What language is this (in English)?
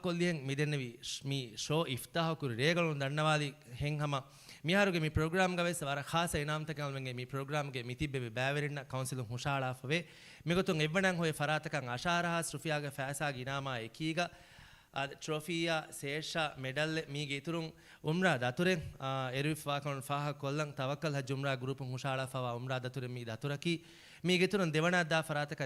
Divehi